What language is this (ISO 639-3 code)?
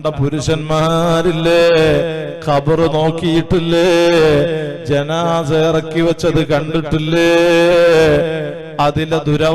mal